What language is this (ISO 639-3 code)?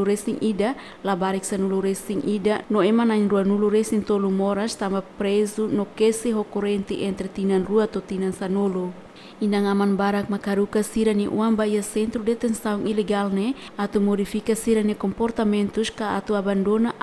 tet